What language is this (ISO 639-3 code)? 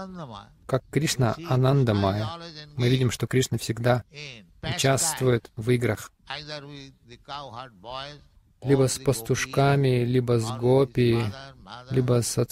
rus